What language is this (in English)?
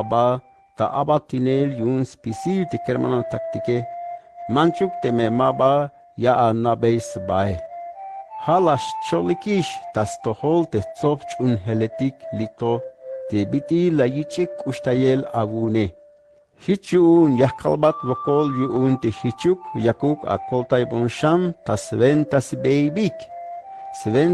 Tzeltal